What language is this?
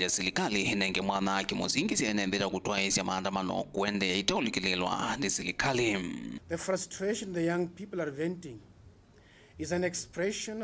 Kamba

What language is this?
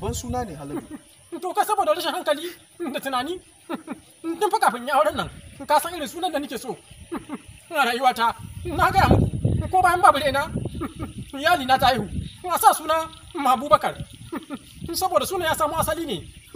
Hausa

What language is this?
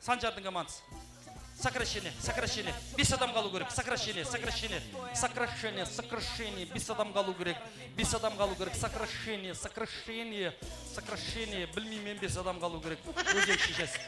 Kara-Kalpak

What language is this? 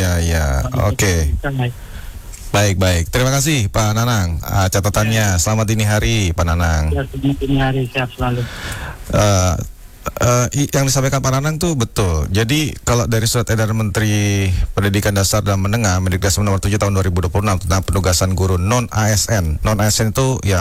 Indonesian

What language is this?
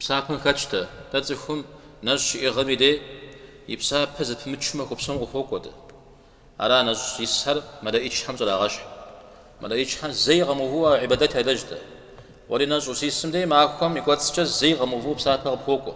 Kabardian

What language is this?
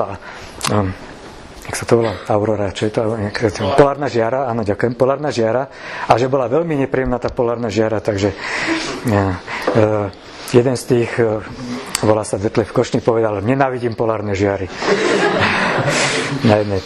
Slovak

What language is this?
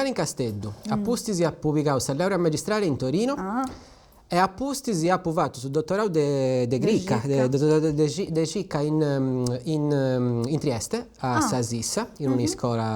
Sardinian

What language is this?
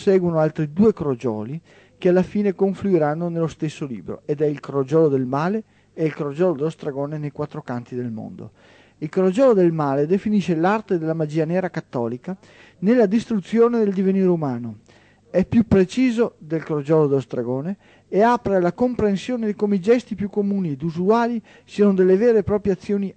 Italian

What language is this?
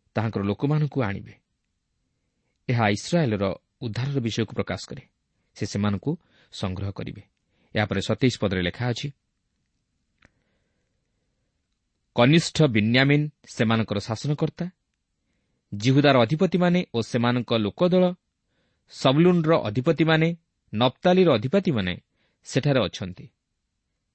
Odia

